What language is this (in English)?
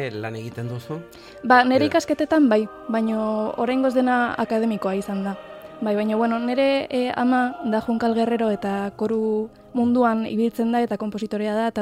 Basque